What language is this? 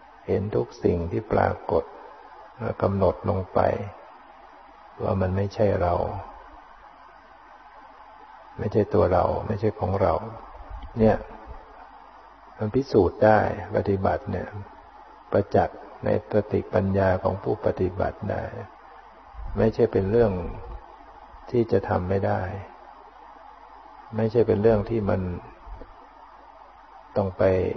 Thai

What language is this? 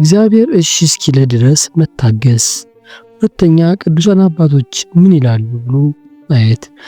Amharic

